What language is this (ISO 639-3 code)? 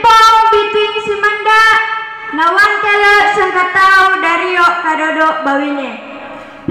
sxn